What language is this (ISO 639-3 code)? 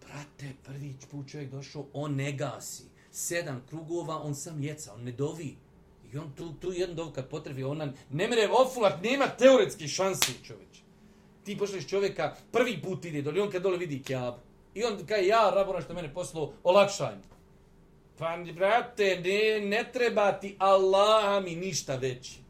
bos